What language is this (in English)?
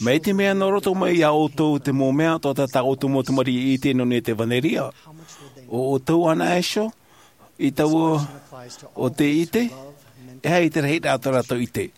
Tahitian